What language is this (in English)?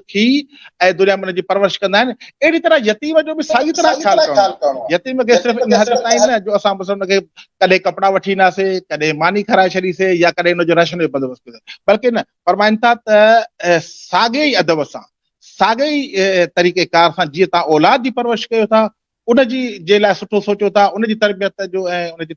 Sindhi